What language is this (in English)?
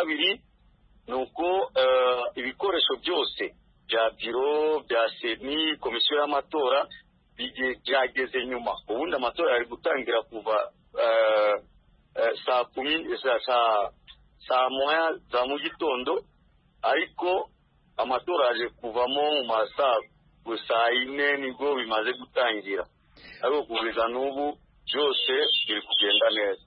Kinyarwanda